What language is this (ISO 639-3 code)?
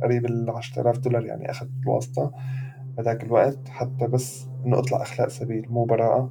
apc